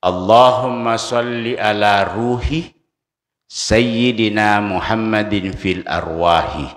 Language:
Buginese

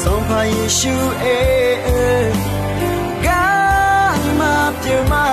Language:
Akha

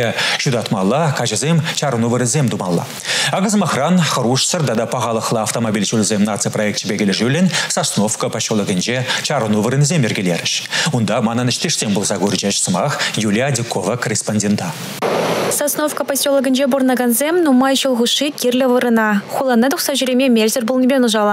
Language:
Chuvash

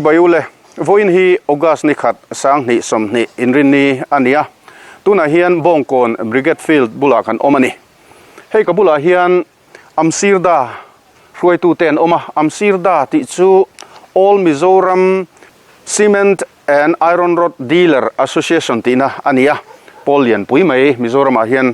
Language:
Mizo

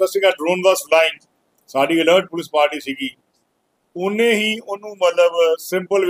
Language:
Punjabi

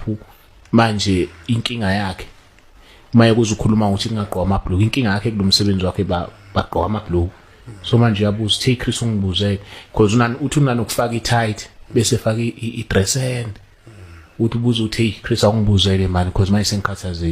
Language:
Zulu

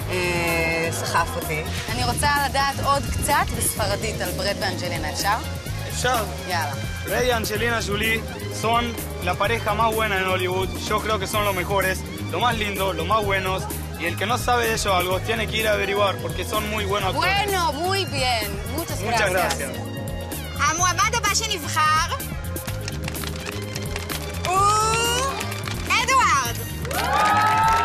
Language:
Hebrew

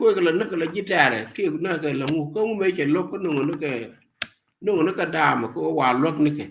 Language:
Nuer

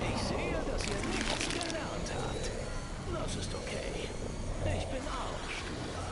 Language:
Swiss German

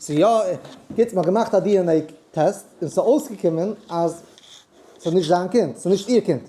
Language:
Yiddish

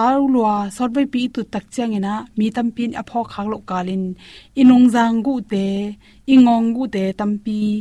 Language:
Tedim Chin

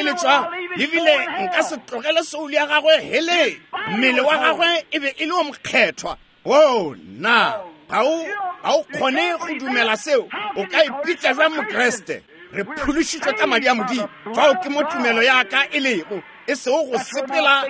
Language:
Northern Sotho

